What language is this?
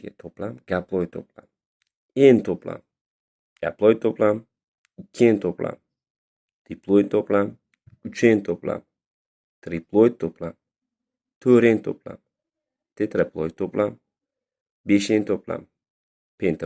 Uzbek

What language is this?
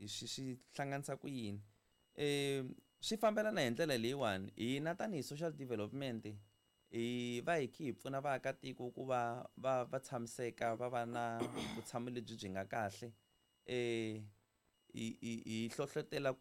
Tsonga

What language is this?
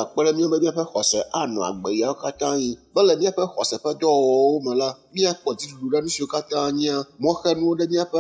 Ewe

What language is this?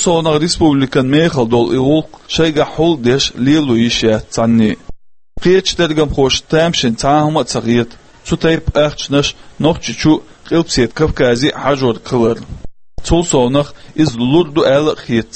Chechen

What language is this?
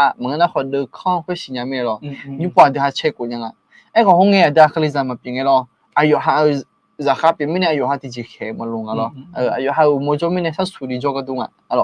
Akha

